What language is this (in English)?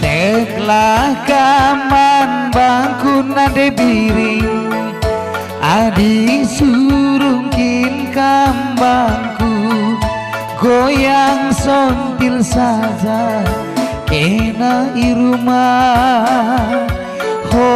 Batak Karo